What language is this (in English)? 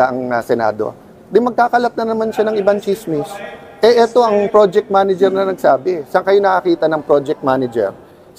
Filipino